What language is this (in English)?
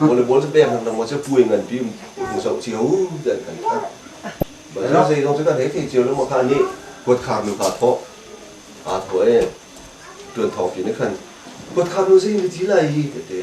Hakha Chin